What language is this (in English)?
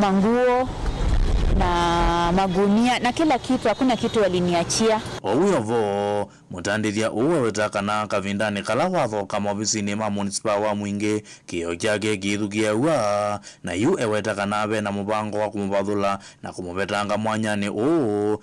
Kamba